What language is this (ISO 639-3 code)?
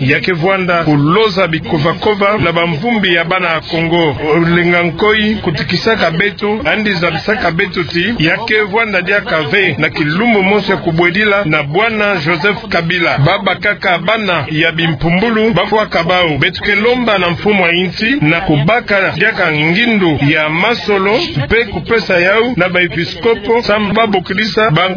ktu